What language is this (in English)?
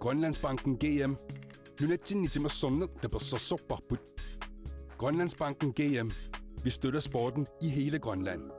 Kalaallisut